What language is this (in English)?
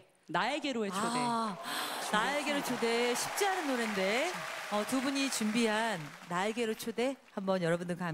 Korean